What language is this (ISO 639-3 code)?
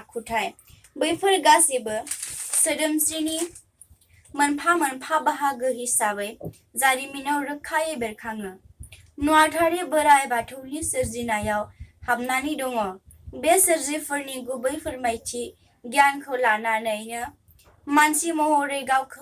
brx